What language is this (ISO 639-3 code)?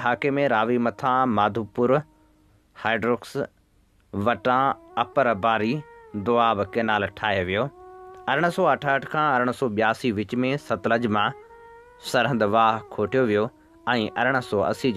snd